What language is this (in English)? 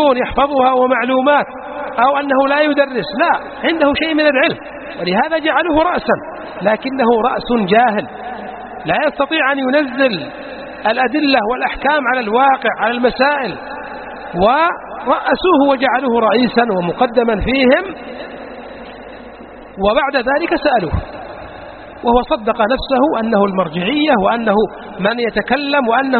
Arabic